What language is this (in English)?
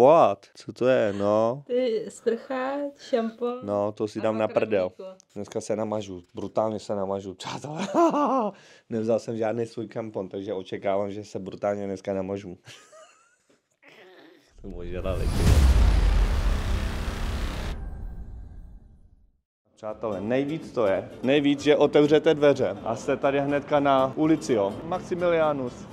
Czech